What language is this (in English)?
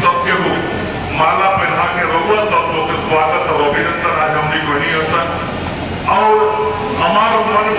Bhojpuri